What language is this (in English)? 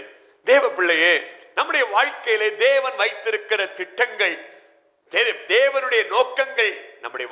Tamil